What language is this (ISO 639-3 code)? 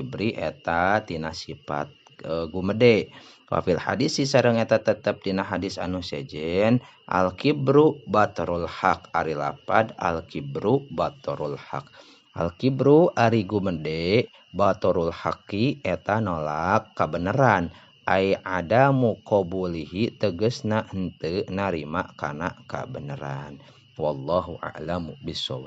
sun